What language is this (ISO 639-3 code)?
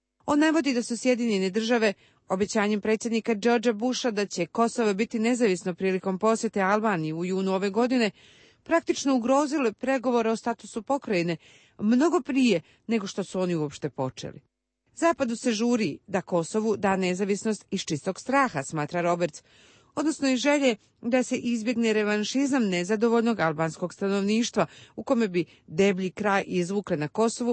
srp